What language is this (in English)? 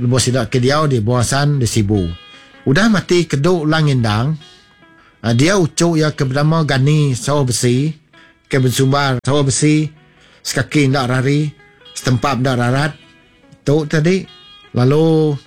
Iban